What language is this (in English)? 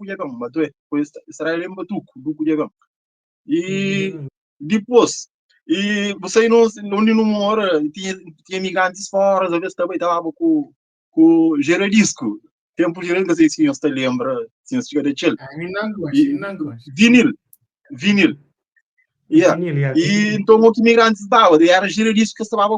Kabuverdianu